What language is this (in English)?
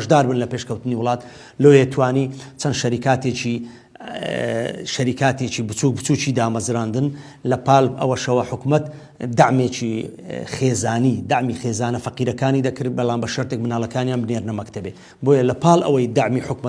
Central Kurdish